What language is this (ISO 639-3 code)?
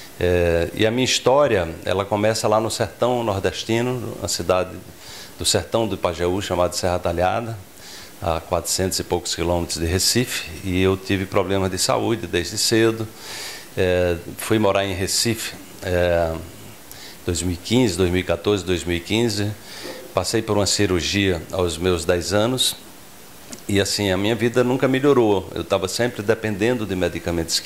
por